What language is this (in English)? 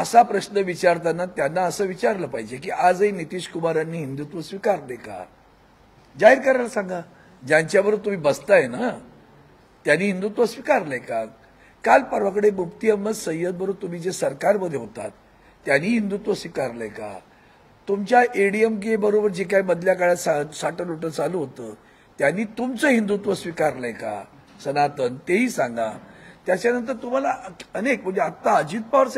Marathi